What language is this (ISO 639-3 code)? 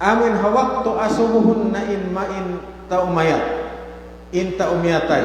tsg